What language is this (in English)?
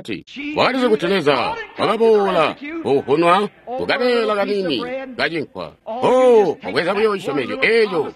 Tonga (Zambia)